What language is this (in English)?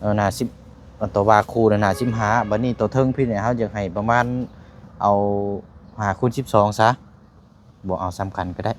Lao